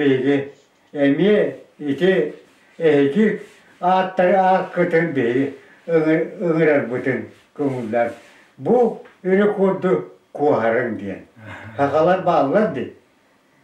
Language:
Yakut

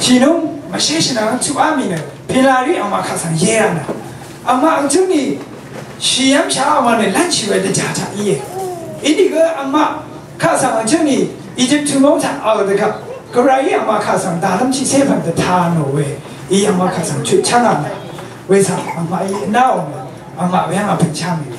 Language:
Rawang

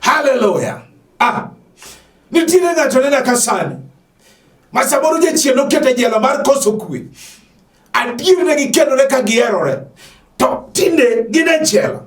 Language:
Luo (Kenya and Tanzania)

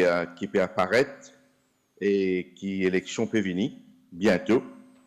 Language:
Morisyen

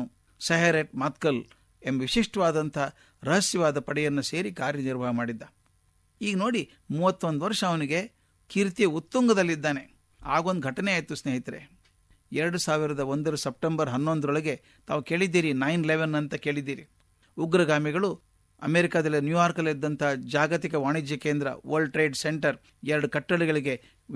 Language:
Kannada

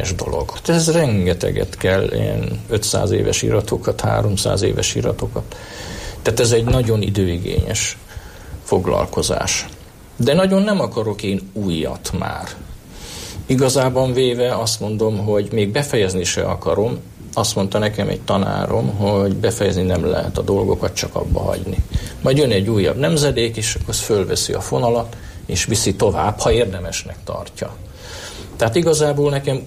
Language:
Hungarian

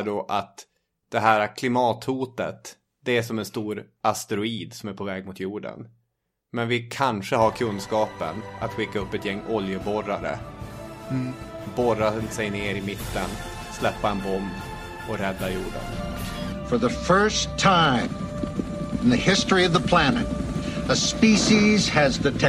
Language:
Swedish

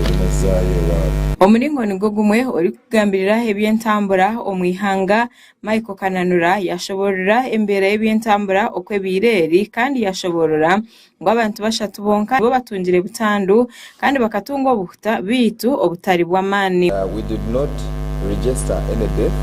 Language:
Nyankole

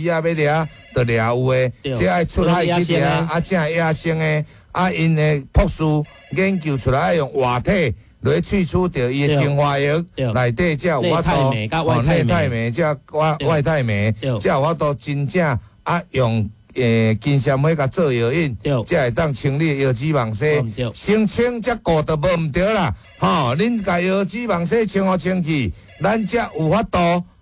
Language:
Min Nan Chinese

